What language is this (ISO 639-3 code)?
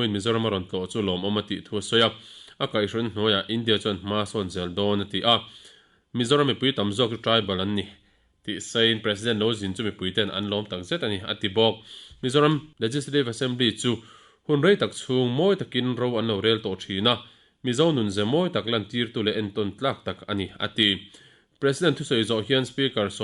lus